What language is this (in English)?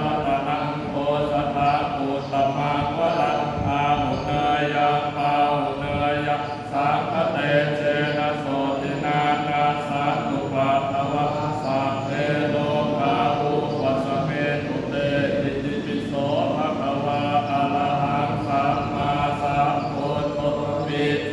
Pali